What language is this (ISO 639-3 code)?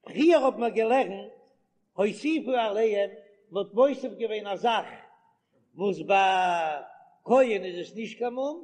yid